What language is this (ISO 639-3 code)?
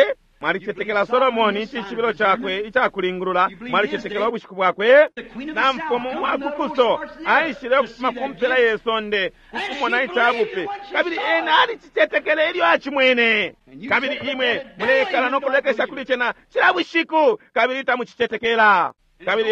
bem